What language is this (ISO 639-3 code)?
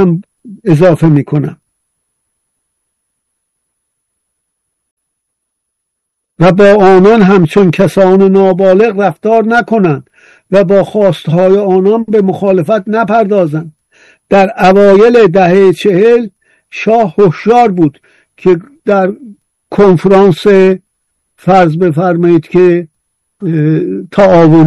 fas